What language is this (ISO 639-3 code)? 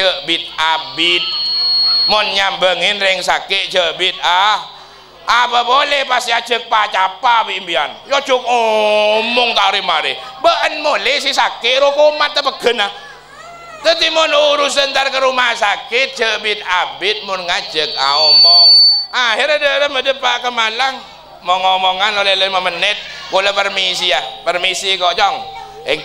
mad